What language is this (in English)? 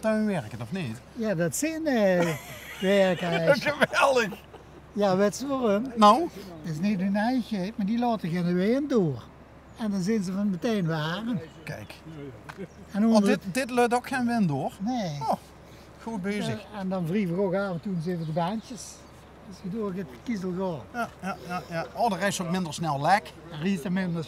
Limburgish